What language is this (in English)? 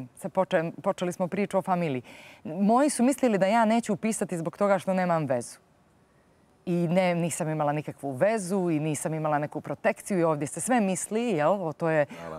Bosnian